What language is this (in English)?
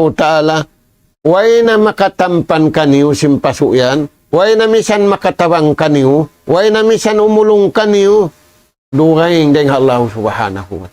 Tausug